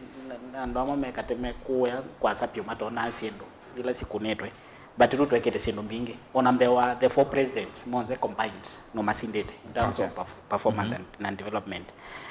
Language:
Kamba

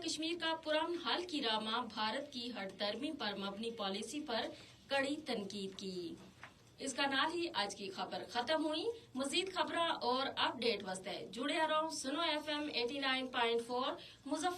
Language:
Gujari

